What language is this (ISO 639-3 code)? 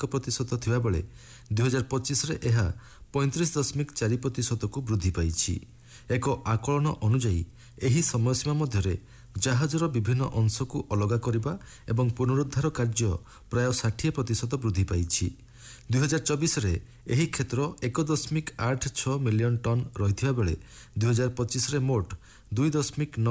ori